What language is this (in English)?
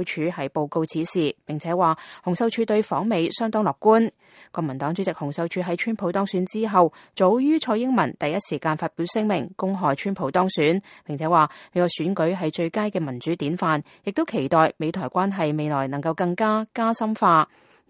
Cantonese